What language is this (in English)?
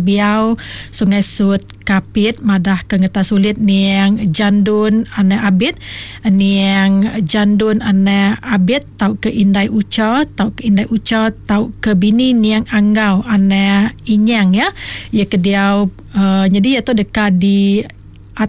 Iban